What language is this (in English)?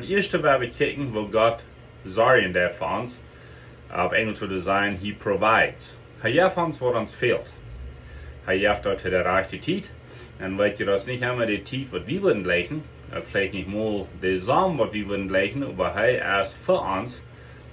Plautdietsch